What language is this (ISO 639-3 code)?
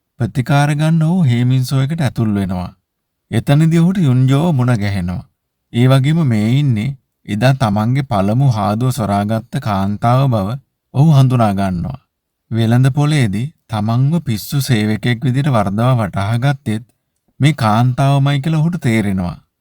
sin